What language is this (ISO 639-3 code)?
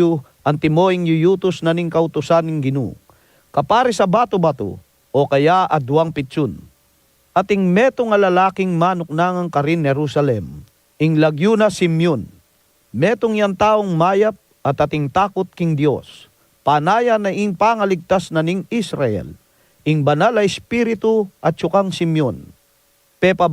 pam